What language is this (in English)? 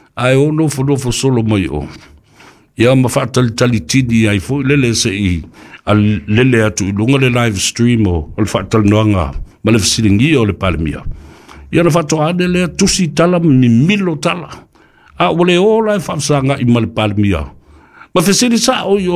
Samoan